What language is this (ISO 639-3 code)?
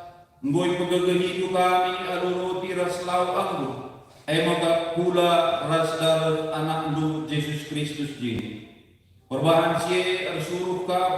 btx